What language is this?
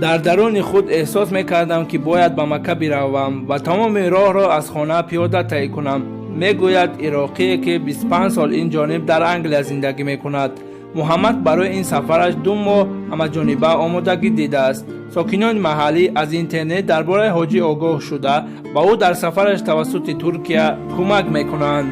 Tajik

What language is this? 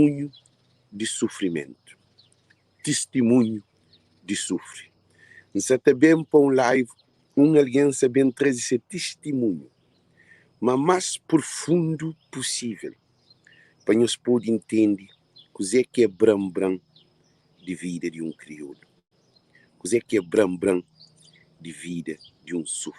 Kabuverdianu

